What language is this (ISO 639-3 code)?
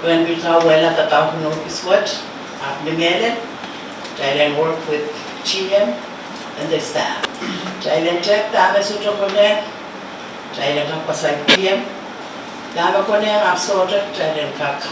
pon